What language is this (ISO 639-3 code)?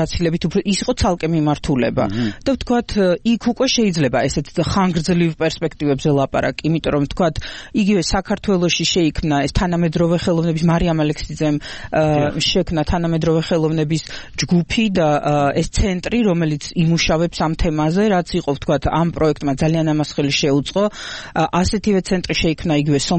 kat